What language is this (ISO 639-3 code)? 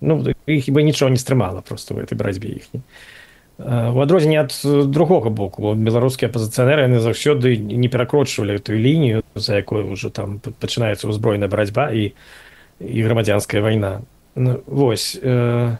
bel